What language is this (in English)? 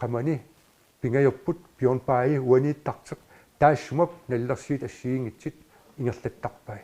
Kalaallisut